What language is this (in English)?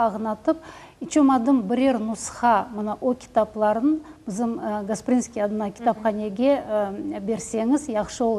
Crimean Tatar